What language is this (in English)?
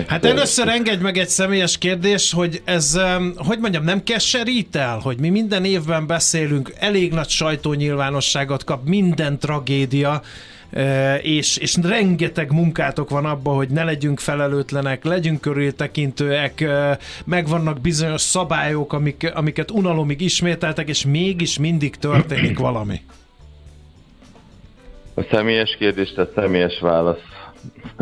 Hungarian